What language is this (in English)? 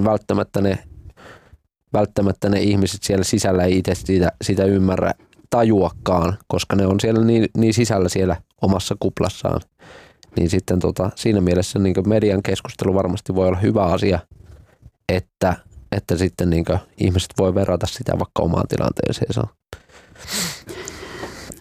Finnish